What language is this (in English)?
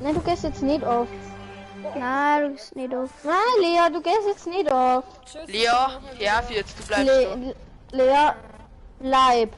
Bavarian